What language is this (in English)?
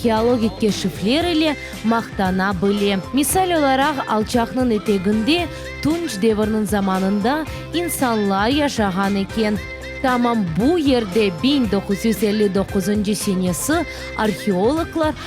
Crimean Tatar